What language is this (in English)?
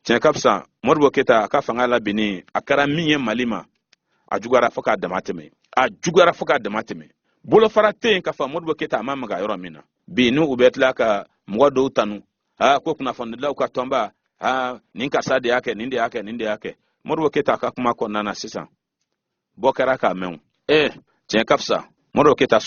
Bambara